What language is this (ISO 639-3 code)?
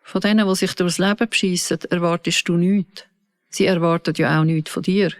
gsw